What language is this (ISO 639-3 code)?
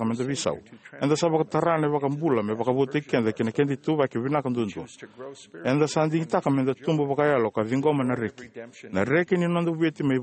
fij